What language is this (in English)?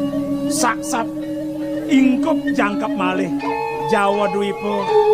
Balinese